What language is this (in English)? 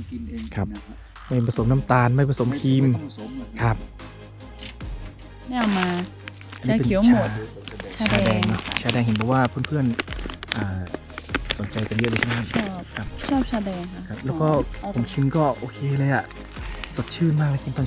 Thai